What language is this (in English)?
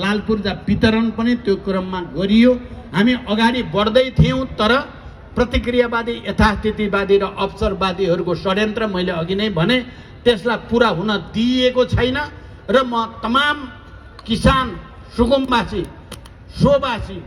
Nepali